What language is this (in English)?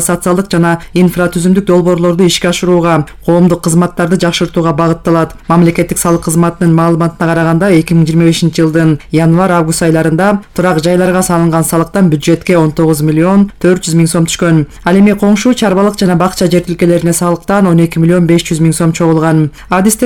Kyrgyz